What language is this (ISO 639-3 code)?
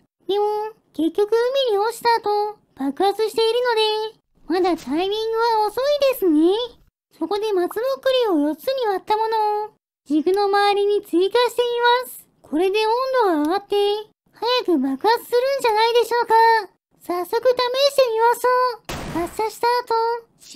jpn